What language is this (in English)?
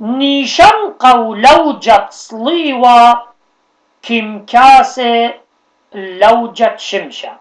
Assyrian Neo-Aramaic